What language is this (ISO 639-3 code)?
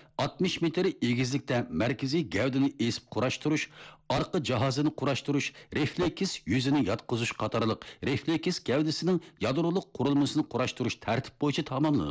uig